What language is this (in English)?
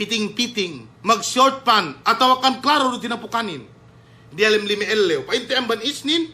Yakan